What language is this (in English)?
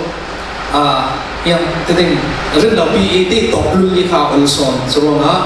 Falam Chin